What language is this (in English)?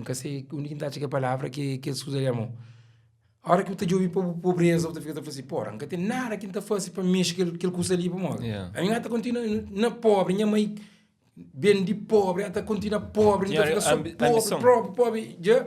Kabuverdianu